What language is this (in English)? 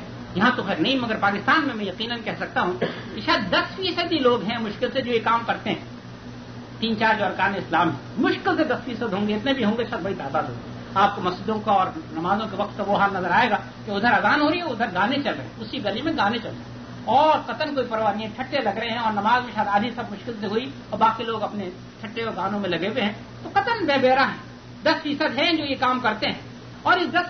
Urdu